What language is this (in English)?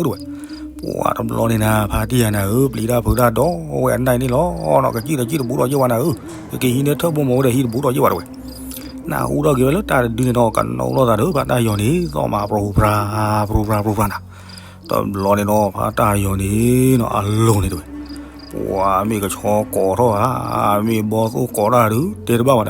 S'gaw Karen